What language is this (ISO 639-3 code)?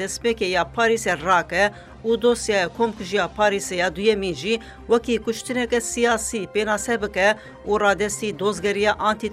kur